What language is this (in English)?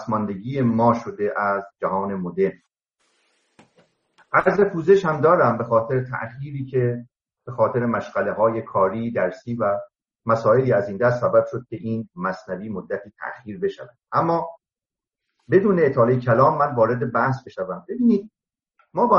Persian